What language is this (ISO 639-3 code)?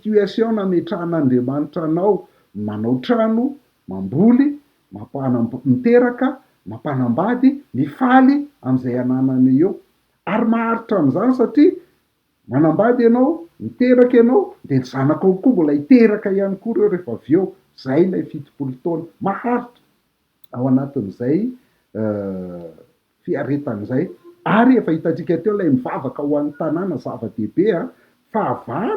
mlg